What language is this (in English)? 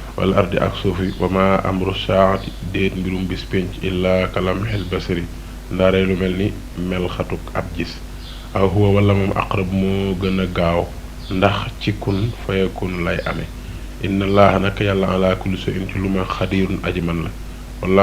Wolof